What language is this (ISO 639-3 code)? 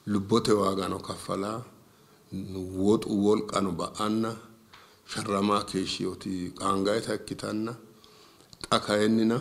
sid